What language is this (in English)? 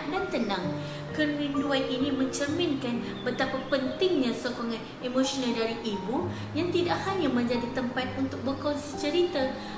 Malay